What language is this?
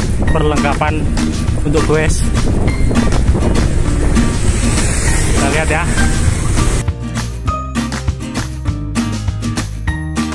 Indonesian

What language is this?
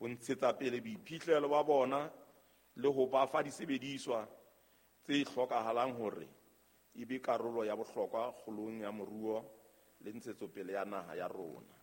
Southern Sotho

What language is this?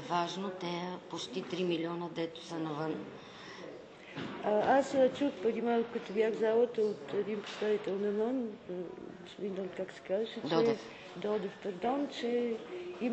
Bulgarian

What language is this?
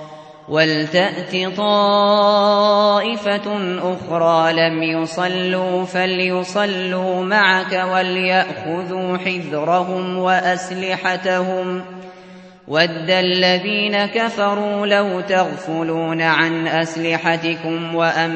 Arabic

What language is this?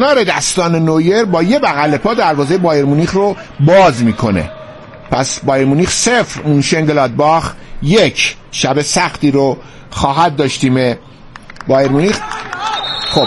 Persian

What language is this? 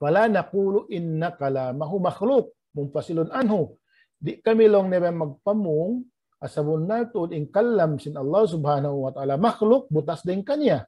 Tausug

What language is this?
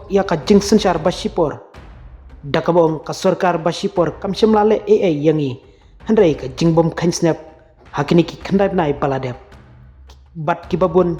Khasi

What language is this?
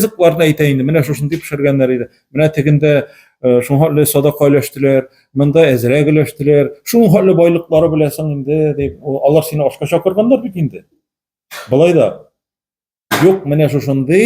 Tatar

